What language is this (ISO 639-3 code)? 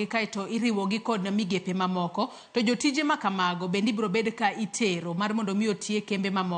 luo